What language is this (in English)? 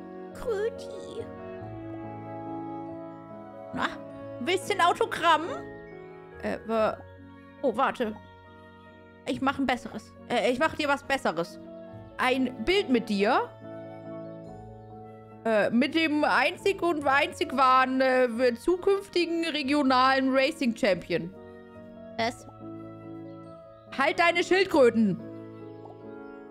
German